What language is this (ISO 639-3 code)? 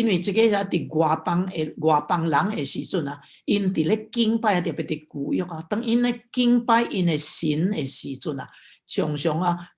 nan